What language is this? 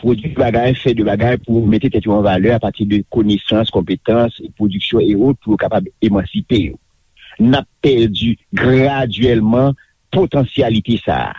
Haitian Creole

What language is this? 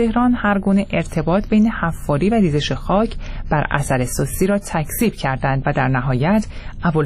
Persian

